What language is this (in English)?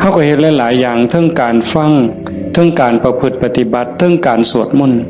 Northeastern Thai